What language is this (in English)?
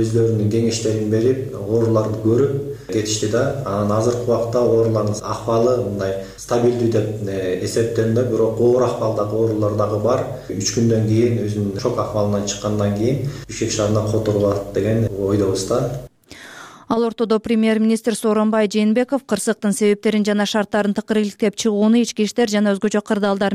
Kyrgyz